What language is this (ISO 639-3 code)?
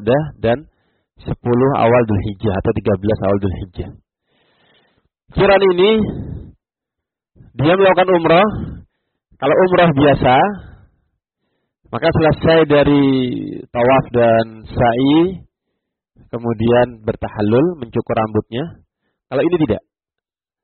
ind